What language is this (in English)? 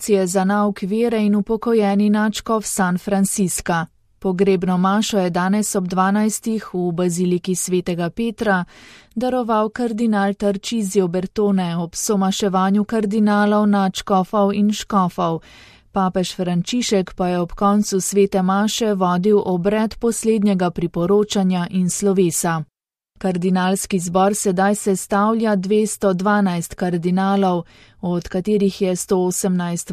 Slovenian